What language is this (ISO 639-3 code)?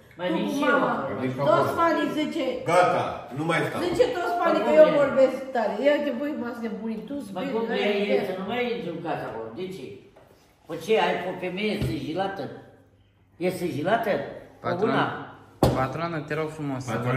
ron